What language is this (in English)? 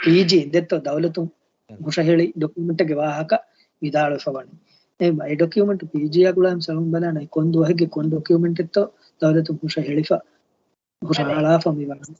Divehi